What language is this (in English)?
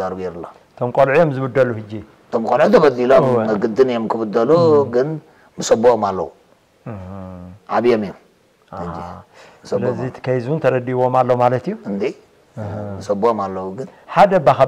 Tigrinya